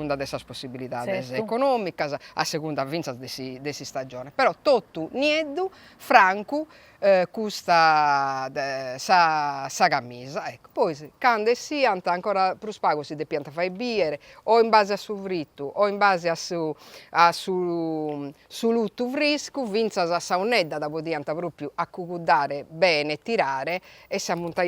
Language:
Sardinian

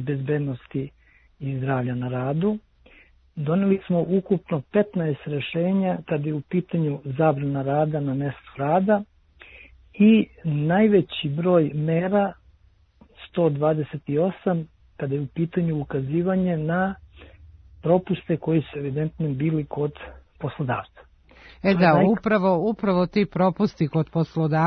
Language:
Serbian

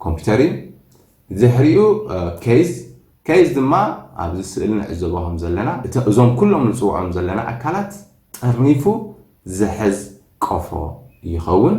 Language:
Tigrinya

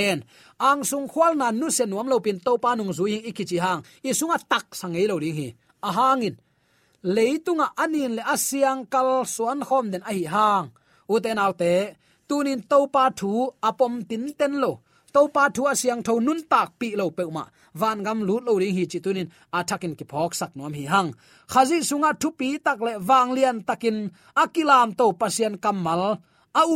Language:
Tedim Chin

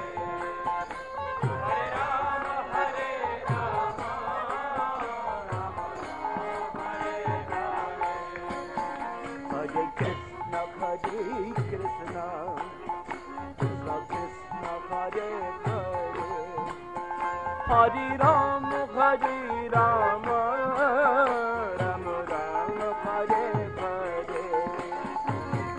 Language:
Hindi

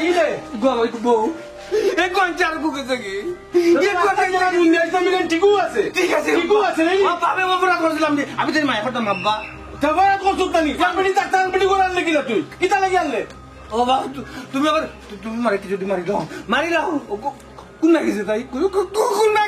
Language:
Sylheti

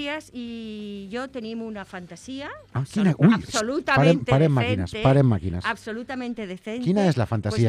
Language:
Catalan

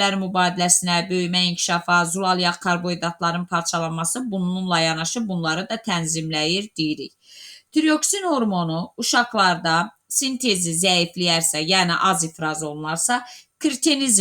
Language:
Azerbaijani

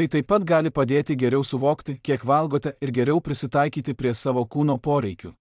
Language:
Lithuanian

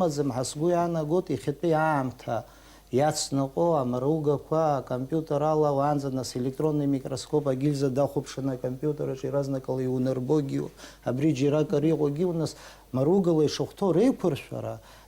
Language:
Abkhazian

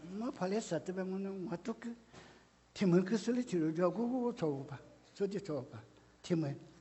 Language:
Lisu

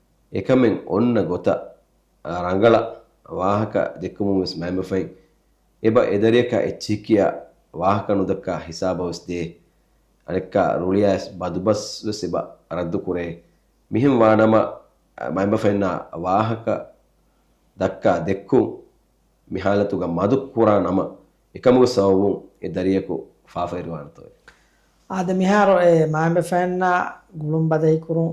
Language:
Divehi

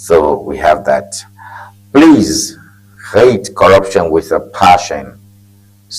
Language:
Ewe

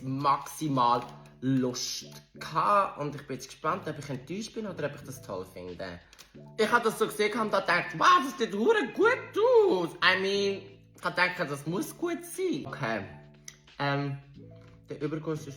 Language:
Swiss German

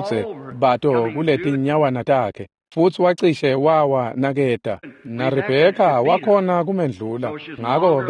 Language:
Swati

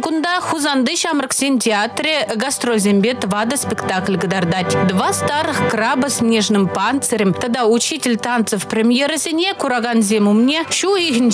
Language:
Chuvash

